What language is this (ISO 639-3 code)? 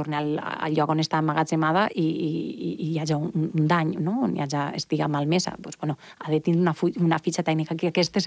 cat